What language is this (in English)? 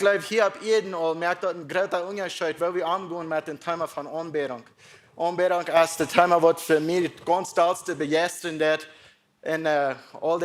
Plautdietsch